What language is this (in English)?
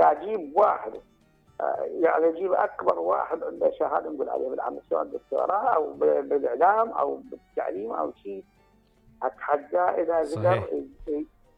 Mesopotamian Arabic